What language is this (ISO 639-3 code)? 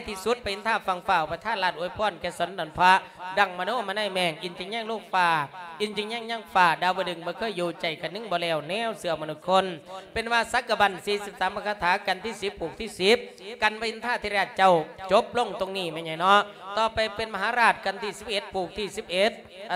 lao